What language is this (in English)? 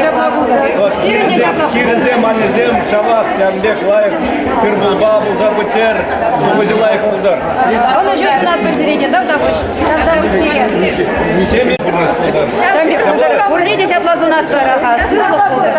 Chuvash